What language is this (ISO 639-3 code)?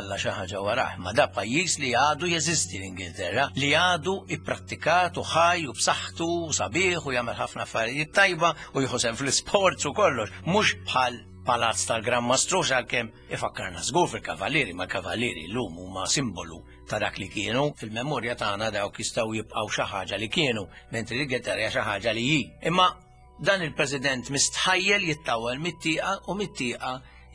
mlt